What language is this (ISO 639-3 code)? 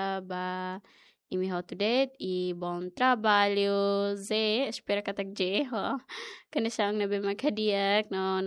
tet